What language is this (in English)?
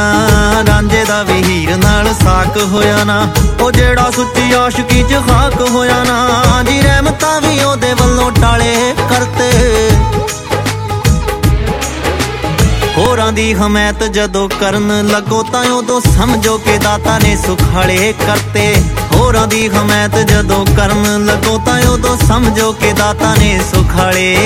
Punjabi